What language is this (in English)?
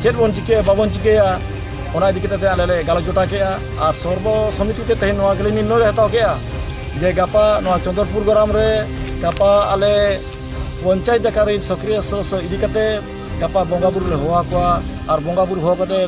Santali